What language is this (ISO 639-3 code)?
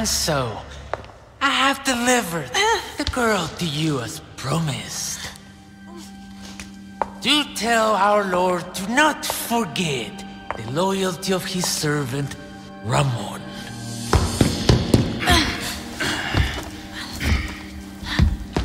eng